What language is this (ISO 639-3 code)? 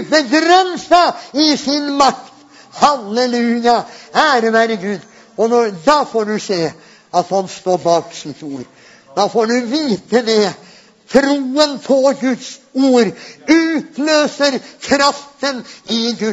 nor